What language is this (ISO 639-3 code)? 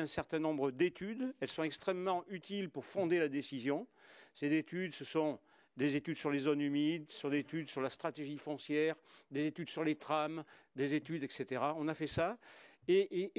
fra